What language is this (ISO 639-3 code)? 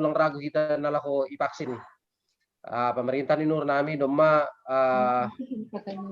bts